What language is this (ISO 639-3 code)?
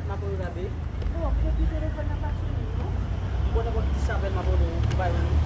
hat